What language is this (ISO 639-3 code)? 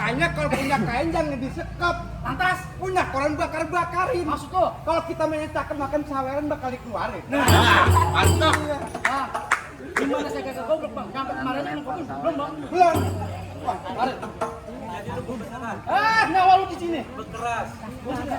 bew